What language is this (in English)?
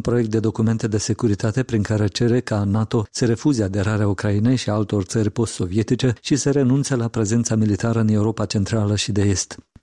Romanian